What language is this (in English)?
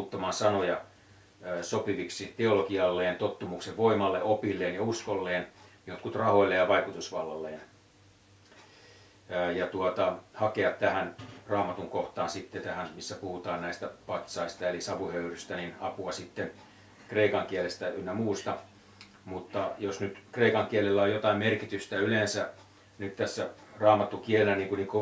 Finnish